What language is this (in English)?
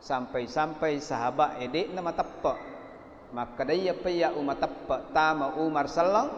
Buginese